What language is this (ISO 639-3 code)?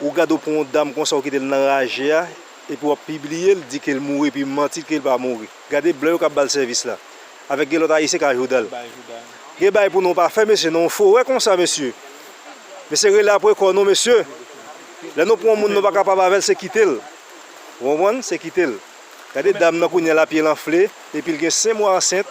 hat